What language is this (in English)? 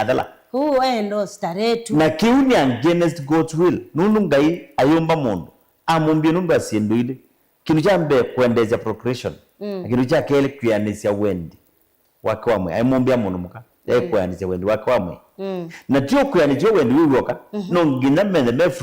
Kamba